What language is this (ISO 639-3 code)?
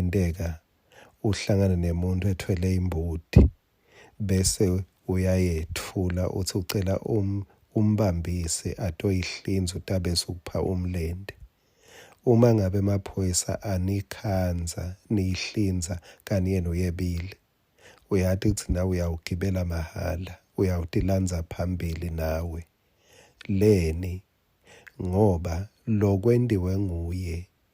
ssw